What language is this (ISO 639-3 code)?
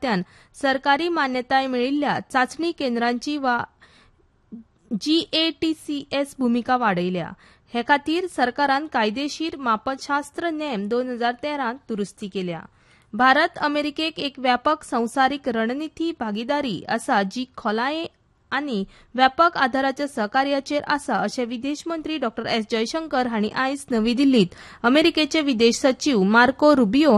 kok